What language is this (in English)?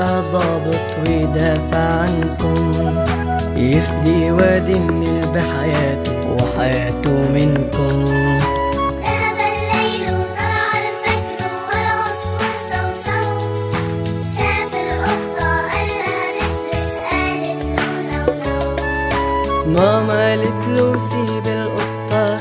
Egyptian Arabic